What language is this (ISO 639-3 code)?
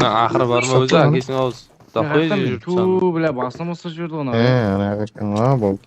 kaa